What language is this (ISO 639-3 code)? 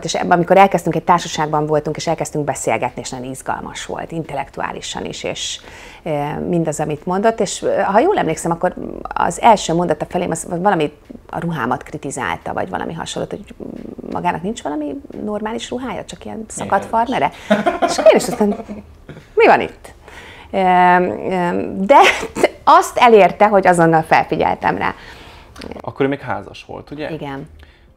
hun